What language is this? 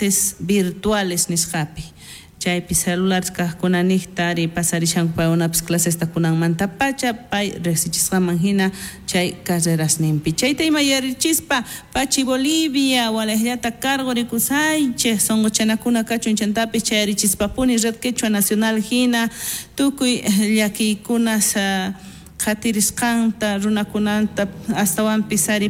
South Bolivian Quechua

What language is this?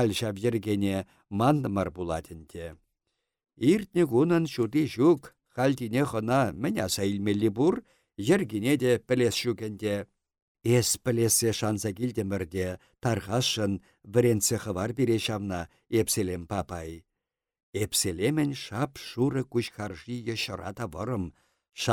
Chuvash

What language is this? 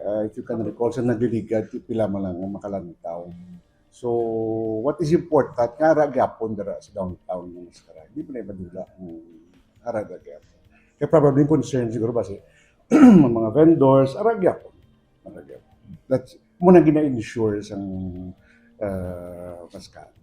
Hiligaynon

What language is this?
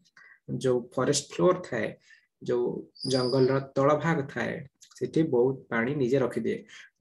Odia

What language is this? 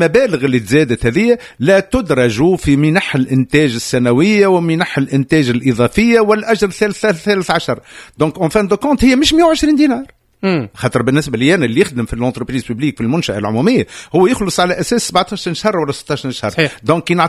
Tunisian Arabic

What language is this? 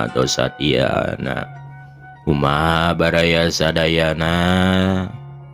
Sundanese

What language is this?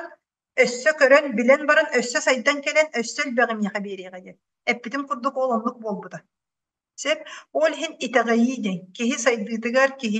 Yakut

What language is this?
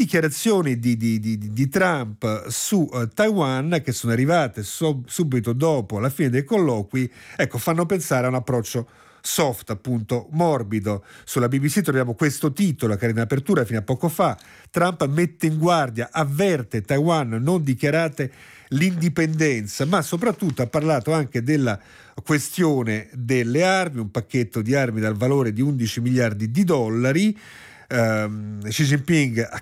Italian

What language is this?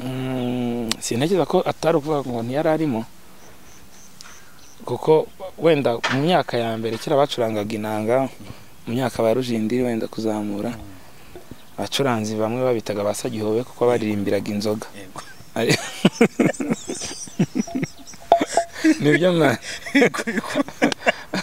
Kinyarwanda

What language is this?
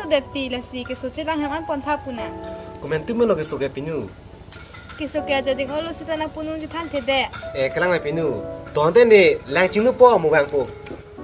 Karbi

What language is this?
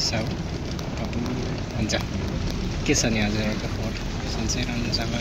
Nepali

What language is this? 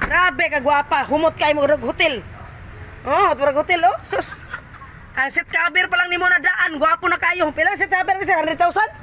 Cebuano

